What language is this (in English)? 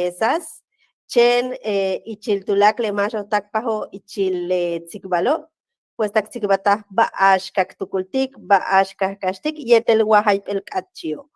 Yucateco